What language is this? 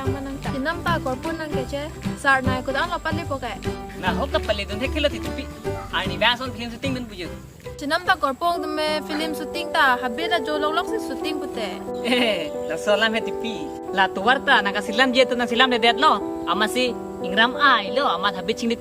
Karbi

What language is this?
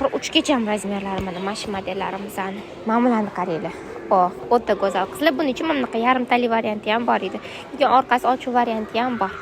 Uzbek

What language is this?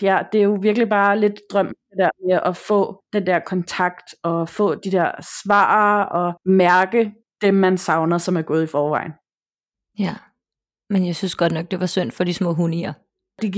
Danish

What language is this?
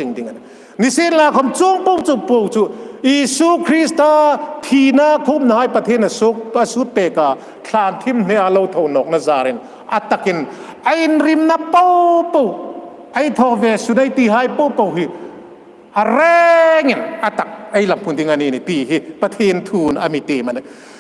Hmar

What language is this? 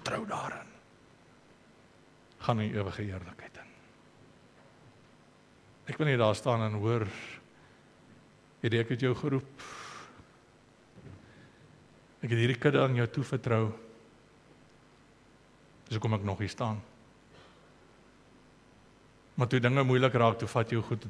Afrikaans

